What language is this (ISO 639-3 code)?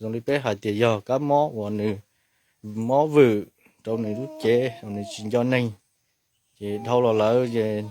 hmn